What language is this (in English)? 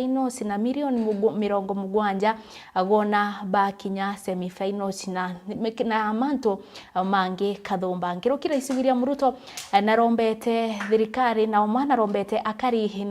Meru